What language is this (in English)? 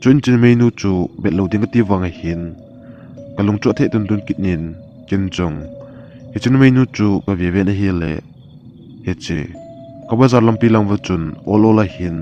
Thado Chin